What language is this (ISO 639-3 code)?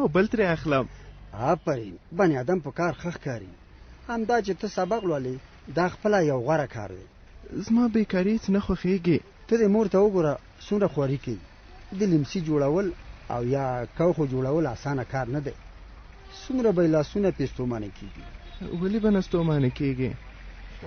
pus